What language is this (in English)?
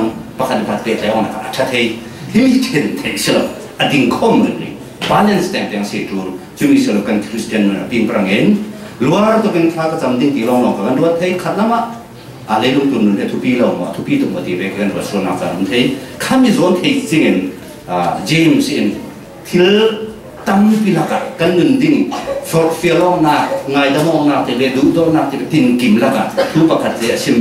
Falam Chin